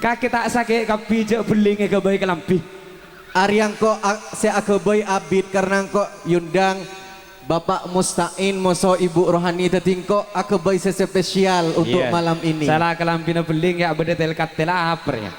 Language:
Madurese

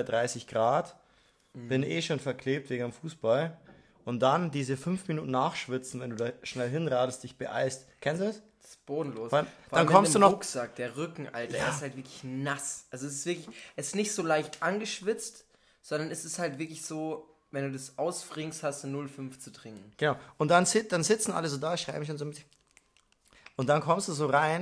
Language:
German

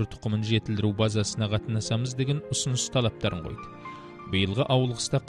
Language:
Kazakh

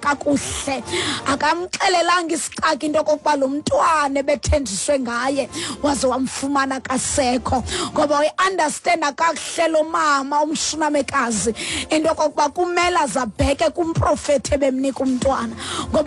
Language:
Xhosa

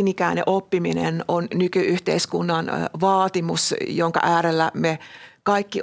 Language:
Finnish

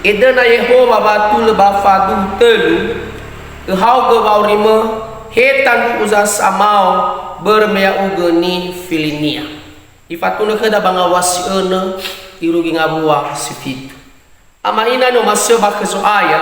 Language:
Nias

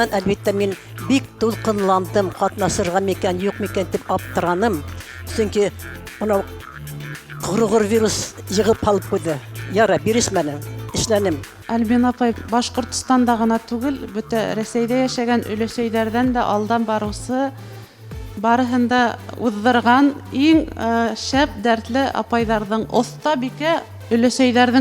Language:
Bashkir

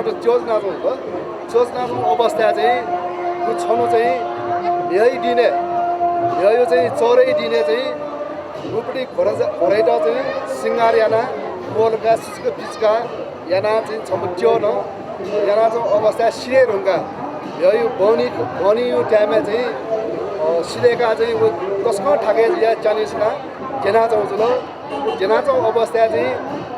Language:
Newari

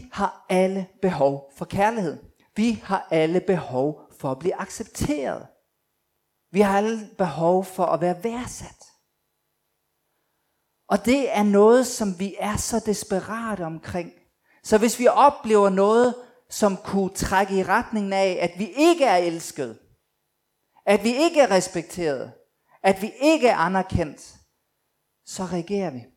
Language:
Danish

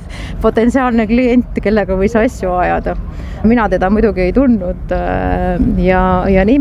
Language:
Estonian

